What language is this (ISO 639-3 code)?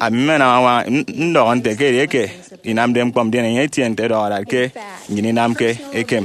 efi